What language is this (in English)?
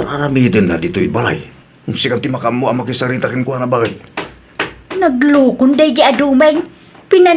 Iloko